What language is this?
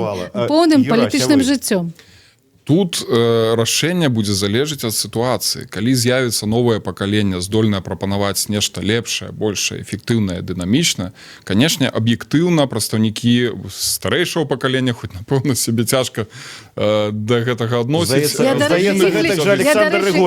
Belarusian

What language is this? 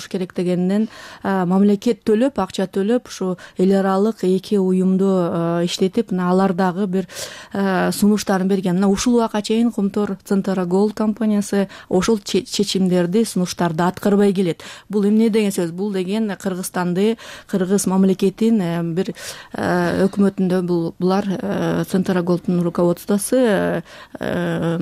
Kyrgyz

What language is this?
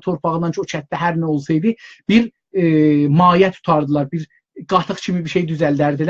South Azerbaijani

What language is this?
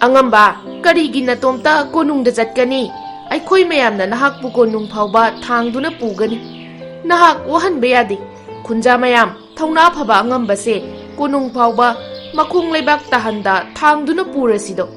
Manipuri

